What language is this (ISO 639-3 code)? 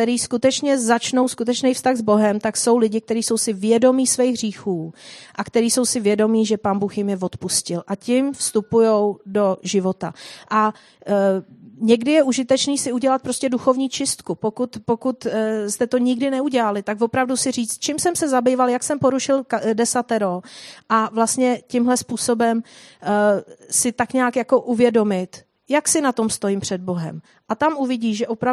ces